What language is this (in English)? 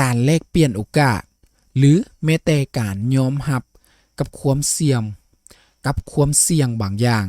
Lao